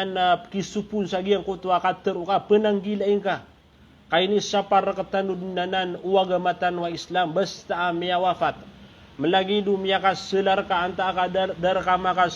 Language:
Maranao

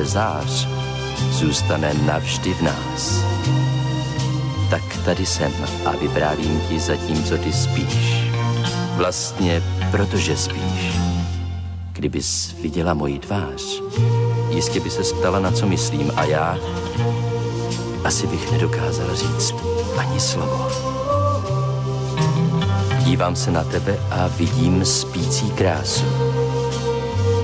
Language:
Czech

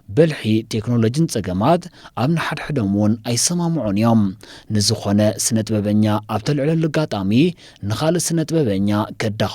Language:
Tigrinya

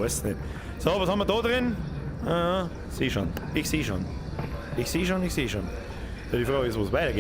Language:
Bavarian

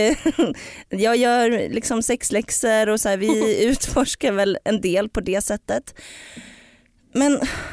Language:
Swedish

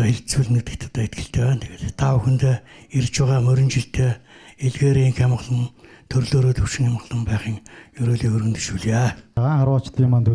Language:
Mongolian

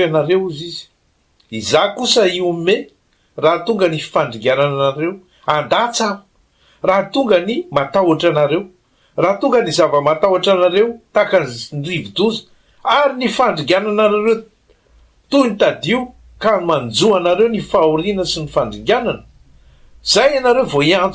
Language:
Malagasy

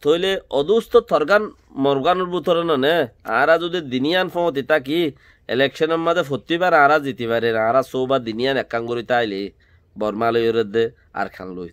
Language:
Rohingya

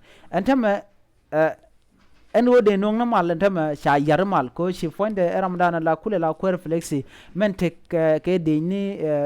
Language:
Nuer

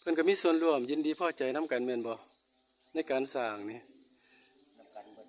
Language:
Northeastern Thai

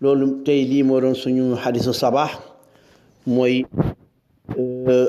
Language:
Wolof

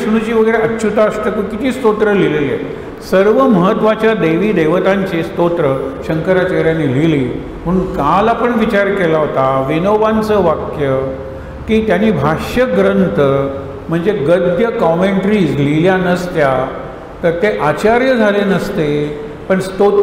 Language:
Marathi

